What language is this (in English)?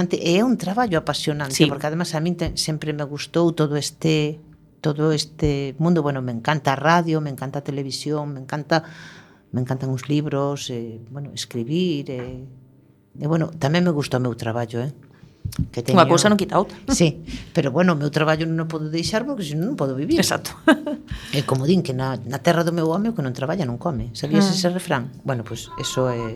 Galician